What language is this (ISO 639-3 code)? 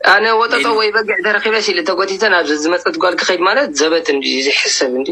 tir